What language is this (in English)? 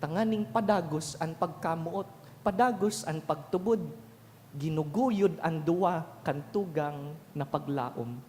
Bikol